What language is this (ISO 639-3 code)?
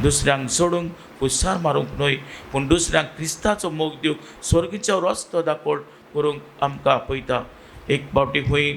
kok